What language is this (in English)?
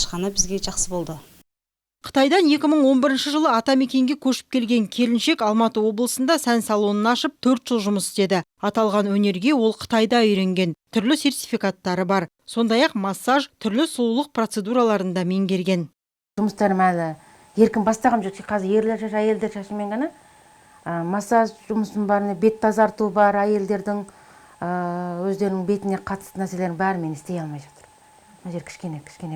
Kazakh